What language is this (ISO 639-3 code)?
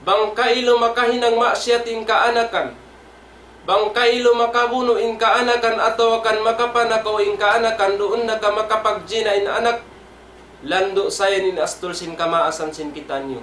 tsg